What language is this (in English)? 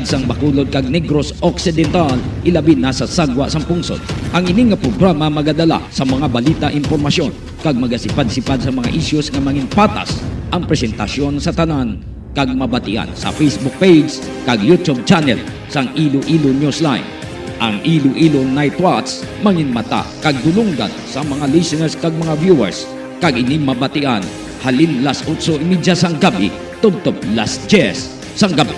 Hiligaynon